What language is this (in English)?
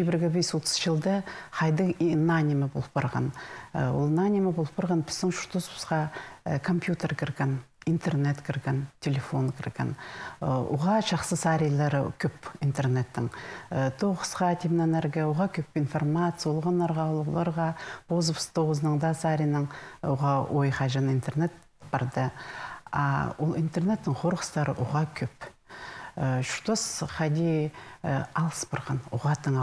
Khakas